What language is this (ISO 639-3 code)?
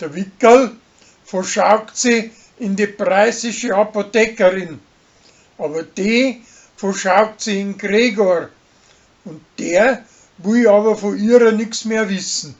bar